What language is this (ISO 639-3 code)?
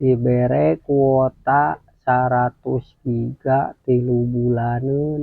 sun